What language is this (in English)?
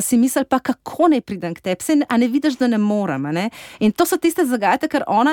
Slovenian